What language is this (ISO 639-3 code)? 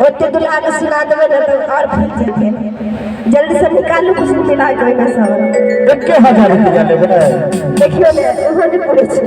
mai